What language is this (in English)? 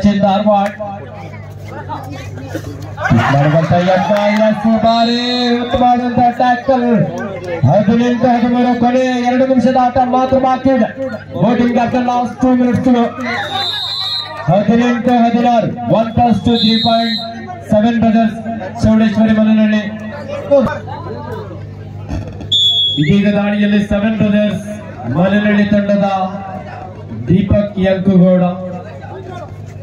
Kannada